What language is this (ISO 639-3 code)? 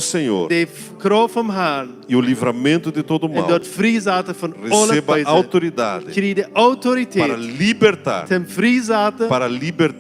pdt